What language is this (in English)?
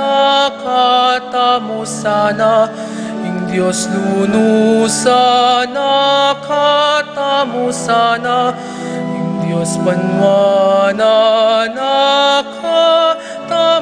Pampanga